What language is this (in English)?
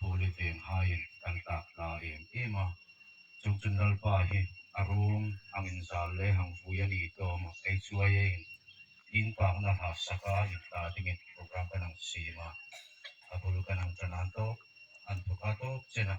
Hmar